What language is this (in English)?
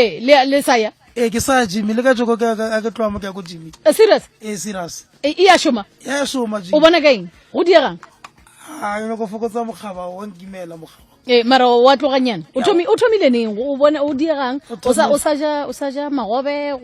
Northern Sotho